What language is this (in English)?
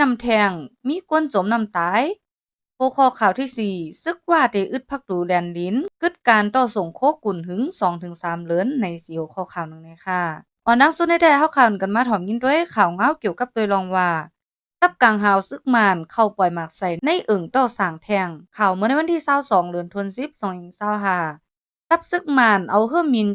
Shan